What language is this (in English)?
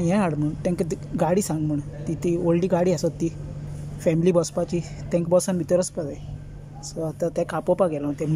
Konkani